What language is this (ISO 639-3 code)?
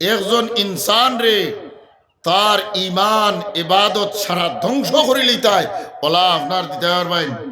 syl